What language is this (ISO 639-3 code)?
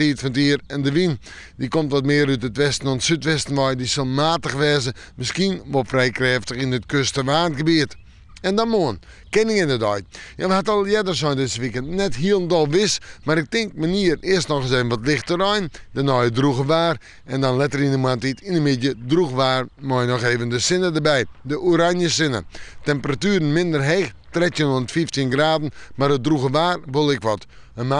fry